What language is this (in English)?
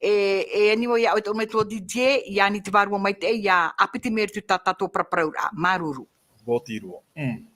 Tahitian